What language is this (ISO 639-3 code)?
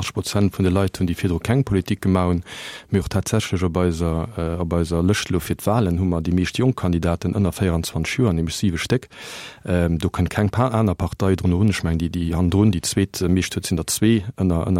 ltz